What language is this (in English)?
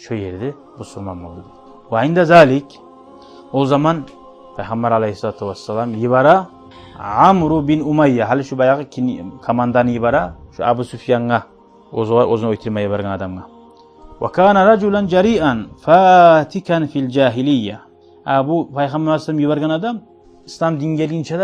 Kumyk